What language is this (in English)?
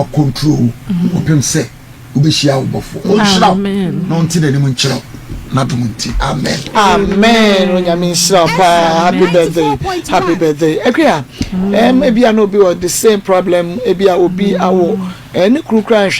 Akan